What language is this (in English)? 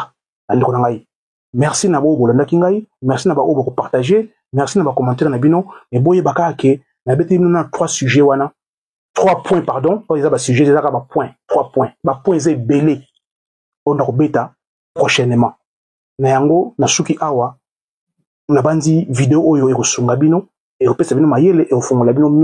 Lingala